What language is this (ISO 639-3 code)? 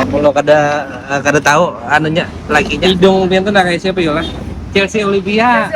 bjn